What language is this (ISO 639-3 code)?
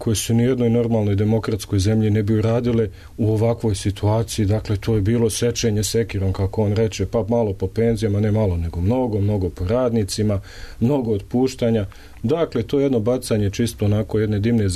srp